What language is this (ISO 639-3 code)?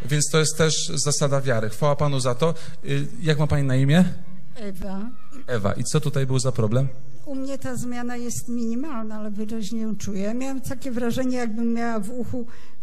pol